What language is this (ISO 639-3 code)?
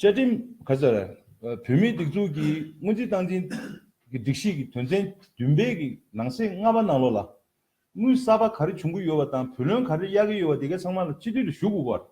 bod